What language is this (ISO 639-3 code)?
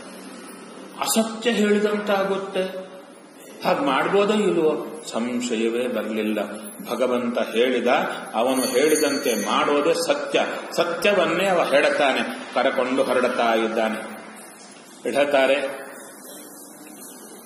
kan